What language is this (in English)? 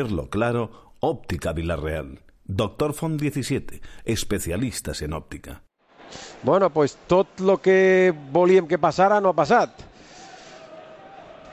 Catalan